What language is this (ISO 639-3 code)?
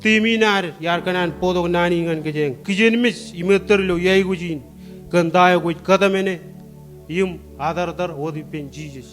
mah